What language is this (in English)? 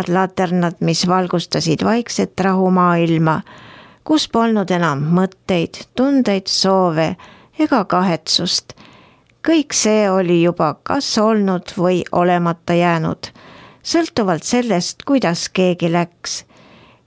Estonian